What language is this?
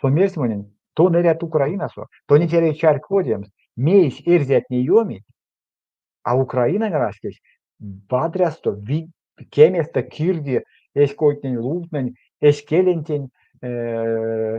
Erzya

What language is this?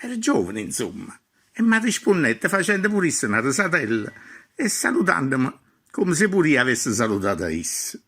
Neapolitan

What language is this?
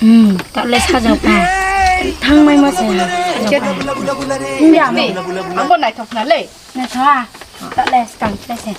Riang (India)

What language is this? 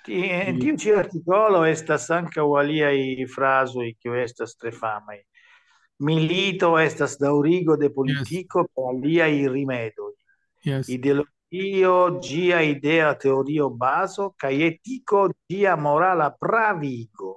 Esperanto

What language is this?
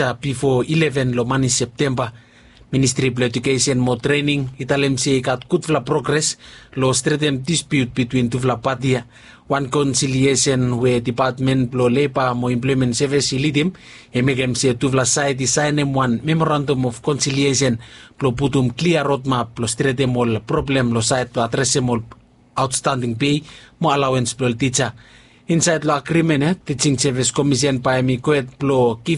Bislama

